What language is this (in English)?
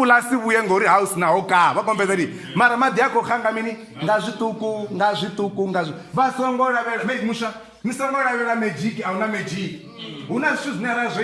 Venda